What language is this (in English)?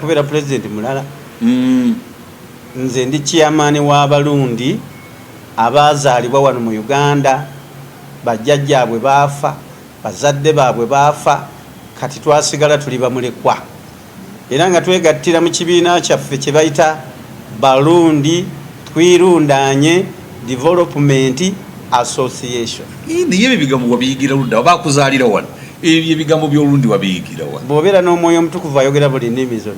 Ganda